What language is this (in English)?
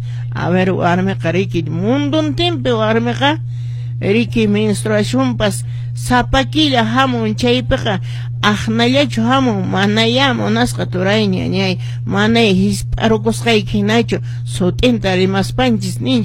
Quechua